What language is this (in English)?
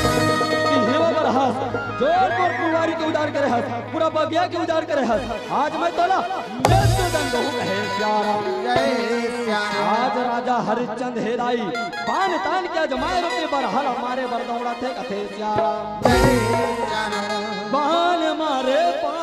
Chhattisgarhi